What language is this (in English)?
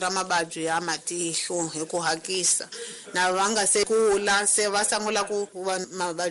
Tsonga